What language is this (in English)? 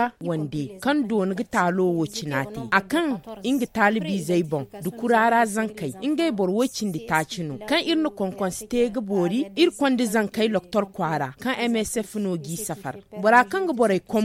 Zarma